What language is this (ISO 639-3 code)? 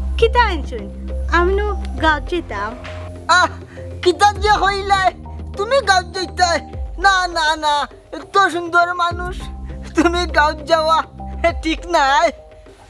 syl